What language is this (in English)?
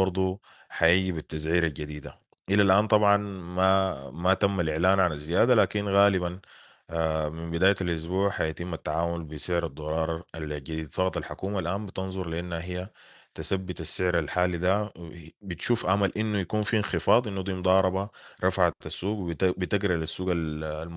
Sudanese Arabic